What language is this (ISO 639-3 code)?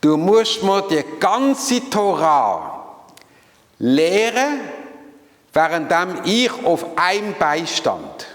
gsw